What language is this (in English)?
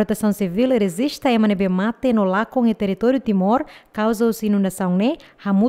Tetum